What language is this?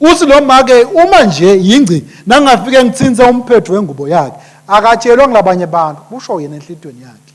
Swati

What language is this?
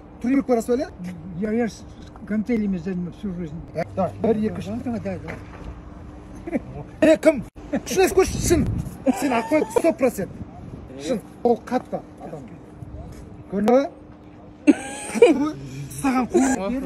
Kazakh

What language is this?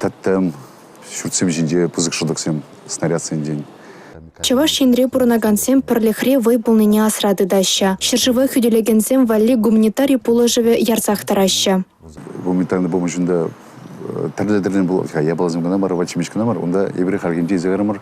Chuvash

